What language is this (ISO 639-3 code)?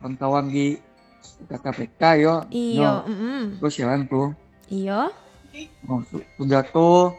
min